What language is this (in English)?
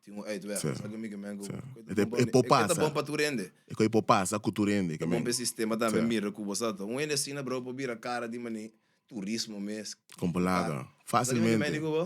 Papiamento